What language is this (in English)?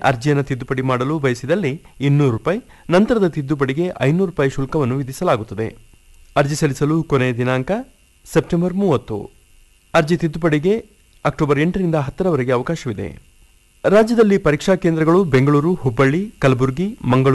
Kannada